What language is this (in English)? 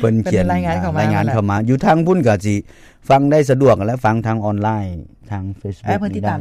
Lao